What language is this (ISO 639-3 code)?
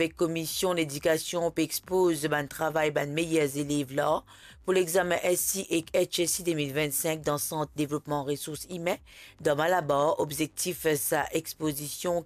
mfe